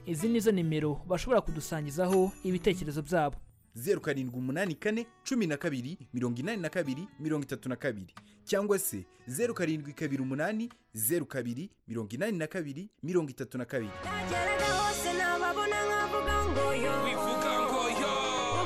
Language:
Kinyarwanda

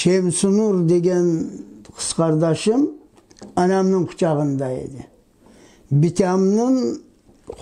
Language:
Crimean Tatar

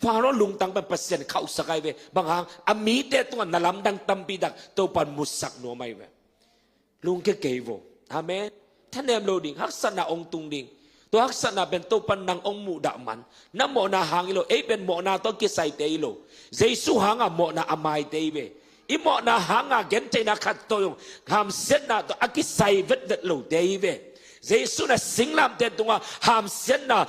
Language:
Tedim Chin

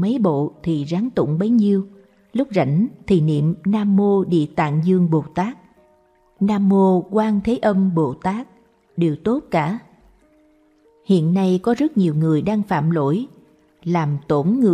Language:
Vietnamese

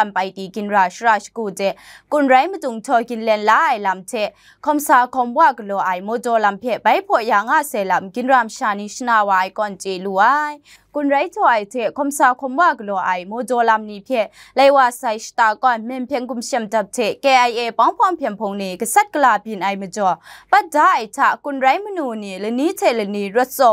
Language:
Kachin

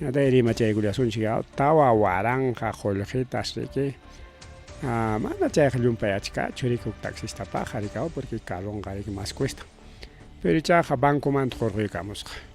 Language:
Ayacucho Quechua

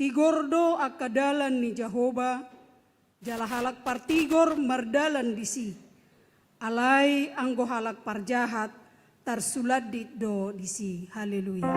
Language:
Batak Toba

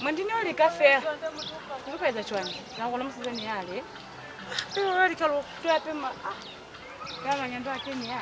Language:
Lozi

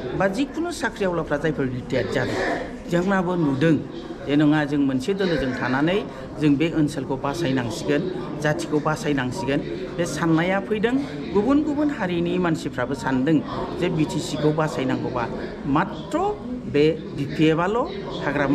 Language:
Bodo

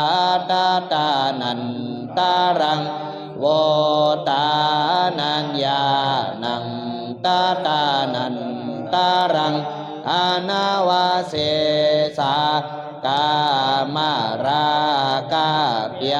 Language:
Pali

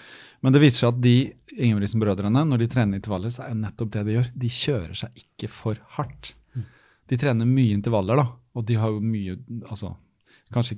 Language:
Norwegian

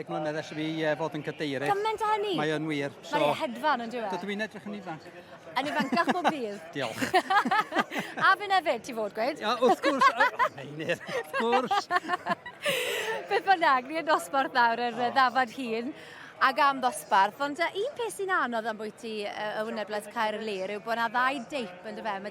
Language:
Welsh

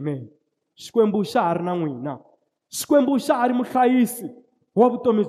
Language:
Tsonga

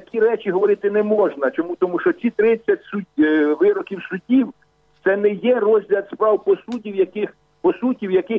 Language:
Ukrainian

